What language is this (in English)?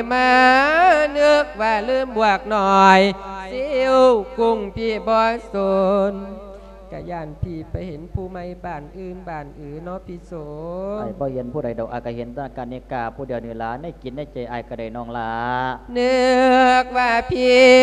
Lao